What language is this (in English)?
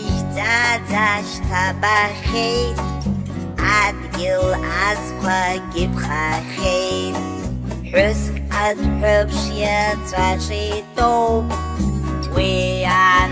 Abkhazian